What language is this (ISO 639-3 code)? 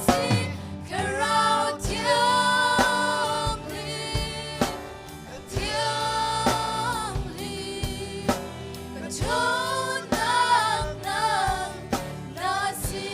cnh